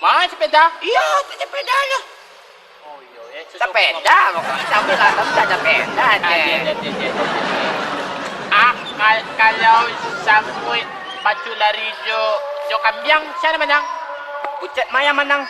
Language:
Minangkabau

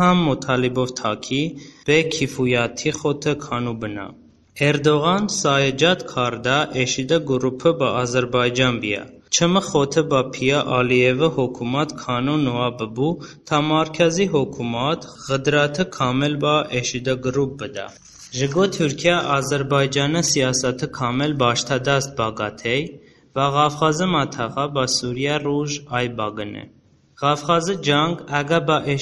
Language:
Talysh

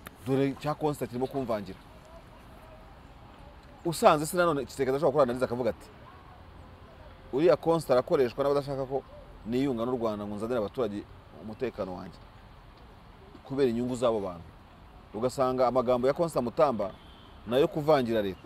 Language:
Kinyarwanda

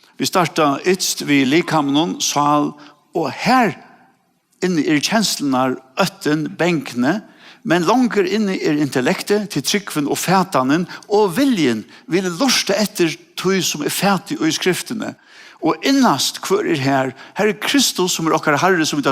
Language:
Faroese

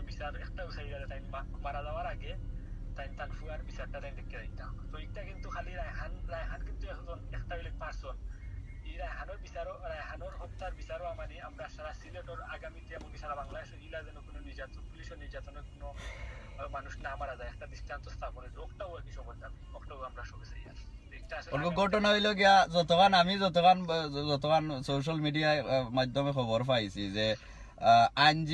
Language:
Sylheti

